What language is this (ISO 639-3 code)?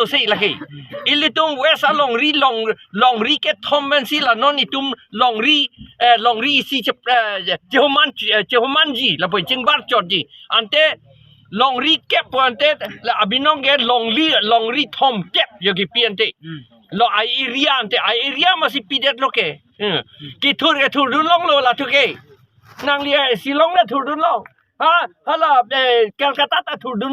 mjw